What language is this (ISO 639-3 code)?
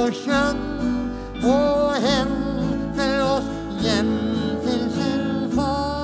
nor